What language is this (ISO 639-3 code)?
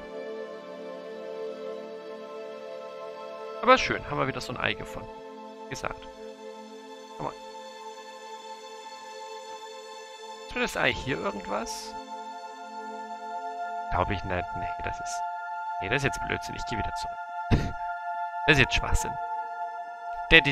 deu